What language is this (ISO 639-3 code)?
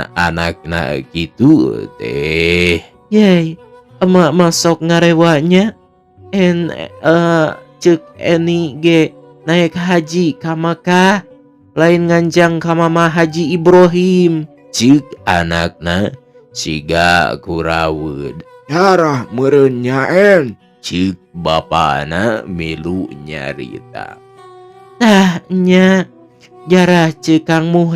sun